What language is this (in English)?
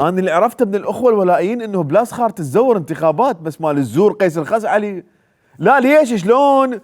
Mesopotamian Arabic